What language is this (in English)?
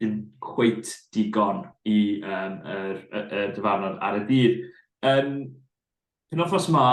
Welsh